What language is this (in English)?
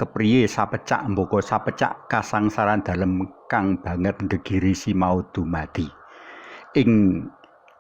Javanese